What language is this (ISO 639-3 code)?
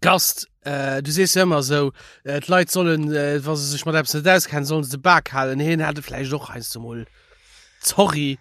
ltz